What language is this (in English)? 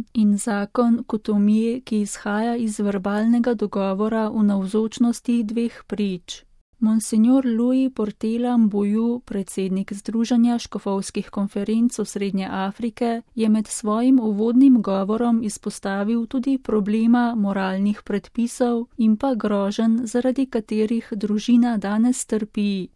Slovenian